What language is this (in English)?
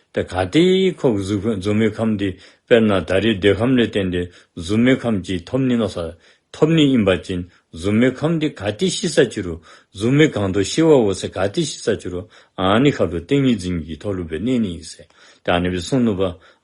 Dzongkha